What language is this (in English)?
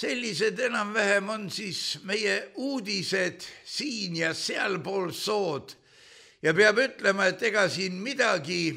Estonian